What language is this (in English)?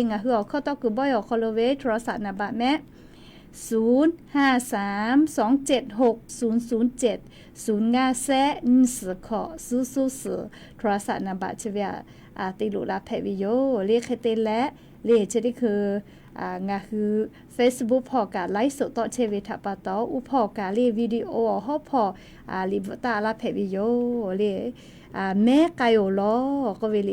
Lahu